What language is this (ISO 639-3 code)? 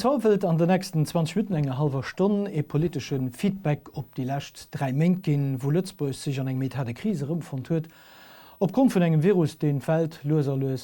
ltz